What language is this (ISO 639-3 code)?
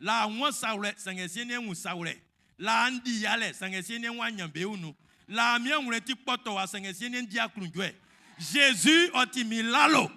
bci